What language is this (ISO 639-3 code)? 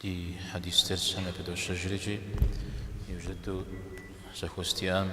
kbd